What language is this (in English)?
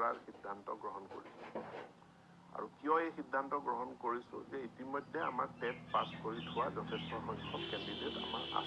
Assamese